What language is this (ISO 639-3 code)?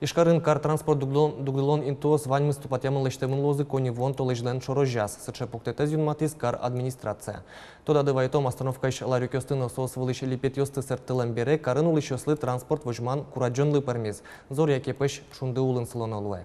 udm